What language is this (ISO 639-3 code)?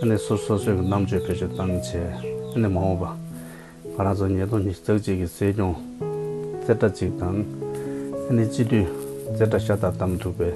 bod